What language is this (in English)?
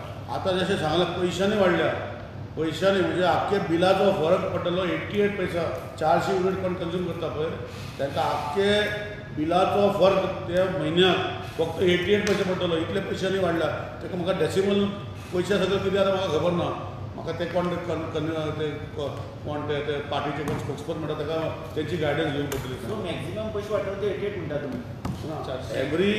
Konkani